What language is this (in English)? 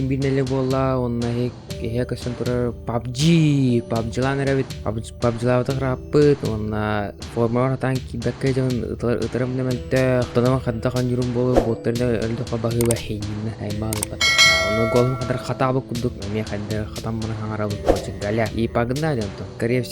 Yakut